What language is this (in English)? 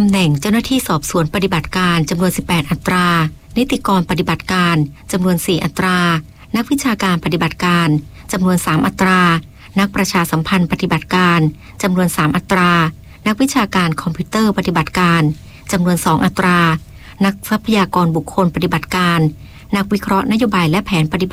Thai